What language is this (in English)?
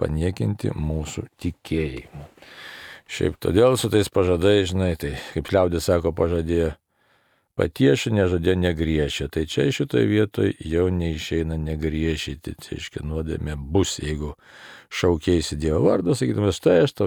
Lithuanian